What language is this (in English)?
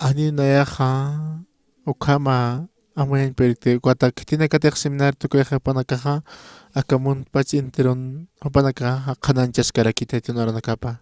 Aymara